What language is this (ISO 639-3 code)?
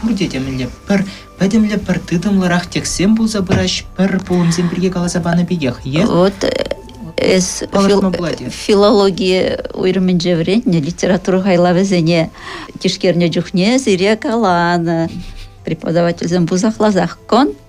chv